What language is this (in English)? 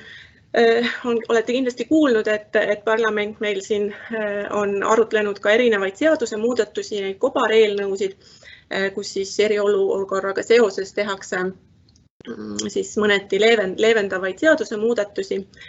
Estonian